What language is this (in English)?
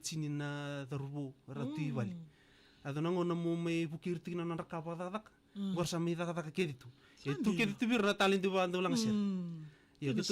Fijian